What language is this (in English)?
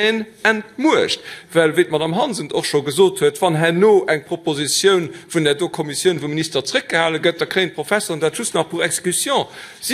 Luxembourgish